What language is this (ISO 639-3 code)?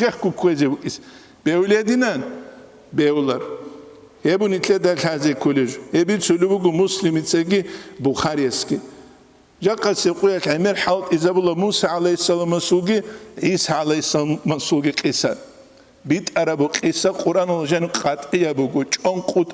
ava